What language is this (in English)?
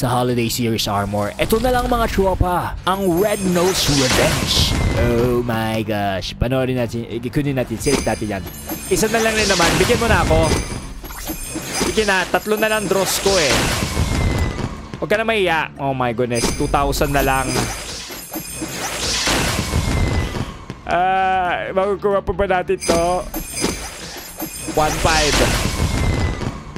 Filipino